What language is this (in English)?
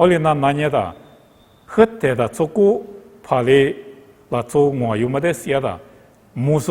Lisu